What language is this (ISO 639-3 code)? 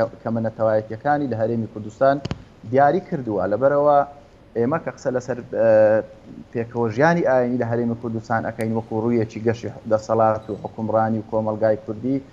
ckb